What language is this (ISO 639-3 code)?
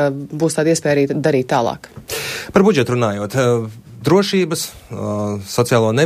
lav